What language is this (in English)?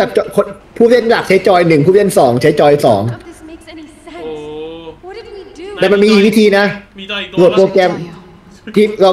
Thai